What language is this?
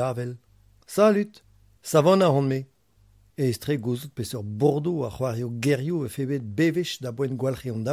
Breton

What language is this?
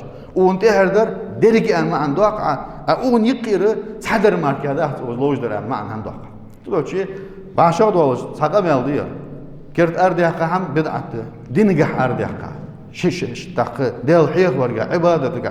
Ingush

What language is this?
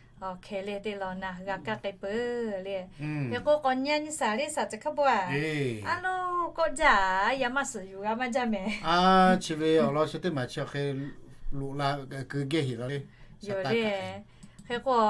Lahu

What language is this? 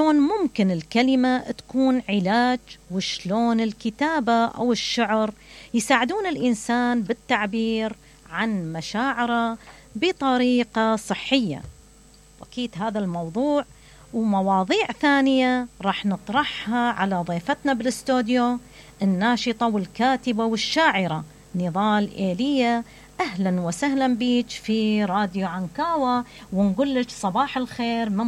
Mesopotamian Arabic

